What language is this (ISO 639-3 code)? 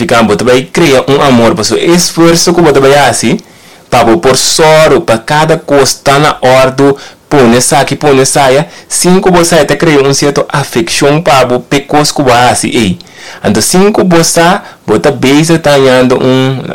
pap